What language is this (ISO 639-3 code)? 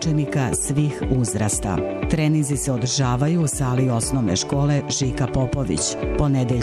srp